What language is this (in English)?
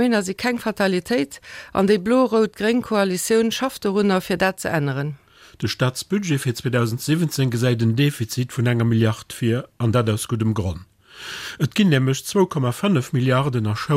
Luxembourgish